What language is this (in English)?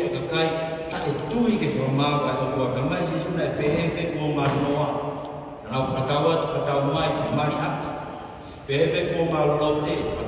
Tongan